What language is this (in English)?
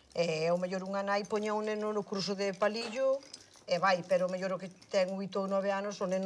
Galician